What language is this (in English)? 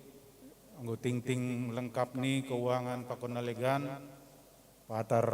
Batak Simalungun